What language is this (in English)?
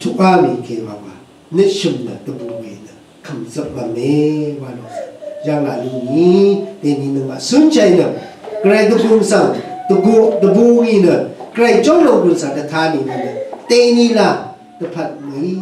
Rawang